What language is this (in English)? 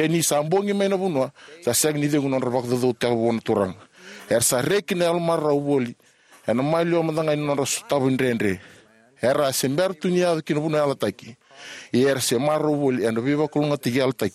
Fijian